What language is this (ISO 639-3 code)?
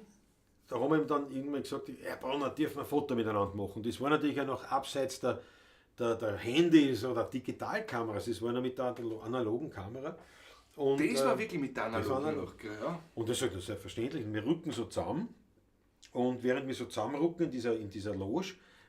bar